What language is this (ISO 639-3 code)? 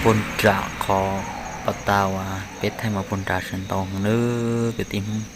hmn